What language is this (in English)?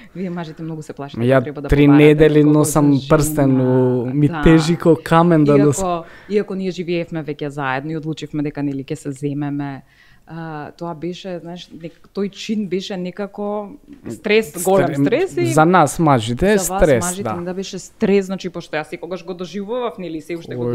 Macedonian